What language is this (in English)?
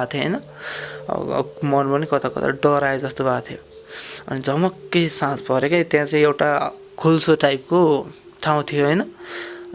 Nepali